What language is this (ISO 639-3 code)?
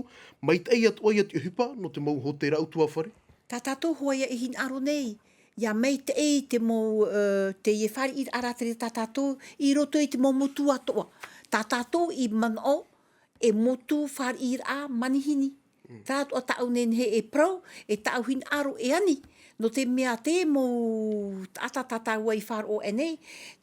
tah